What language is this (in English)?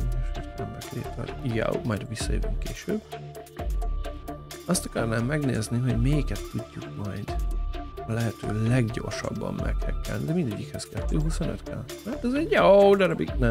Hungarian